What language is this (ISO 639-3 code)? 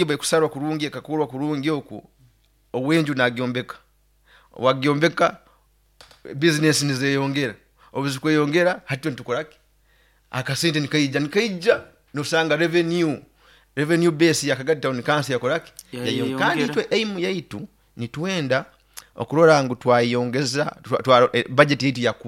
nyo